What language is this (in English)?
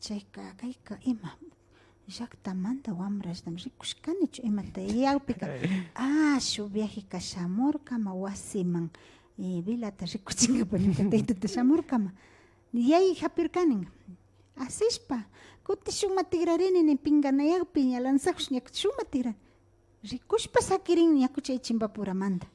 Imbabura Highland Quichua